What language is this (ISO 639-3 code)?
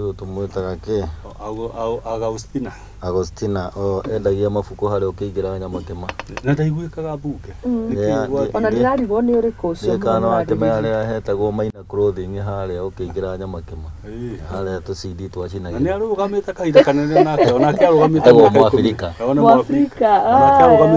kik